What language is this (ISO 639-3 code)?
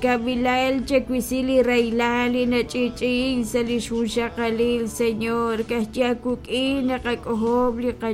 kek